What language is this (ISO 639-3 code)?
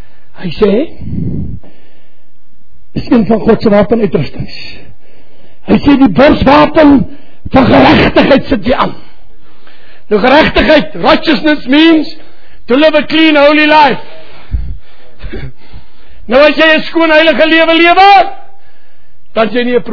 afr